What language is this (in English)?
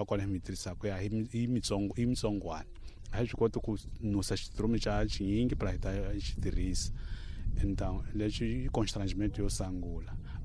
Tsonga